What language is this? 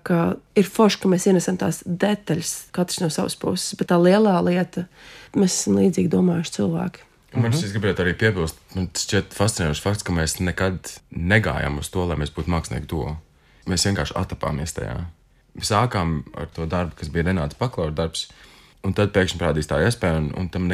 Latvian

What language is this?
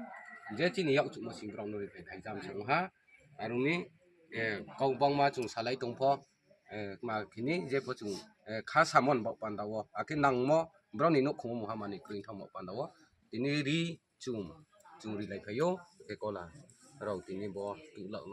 Riang (India)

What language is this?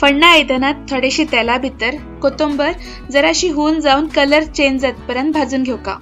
Konkani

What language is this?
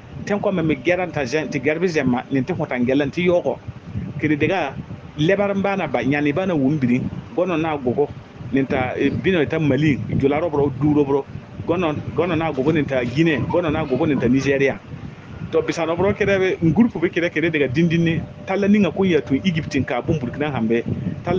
Bissa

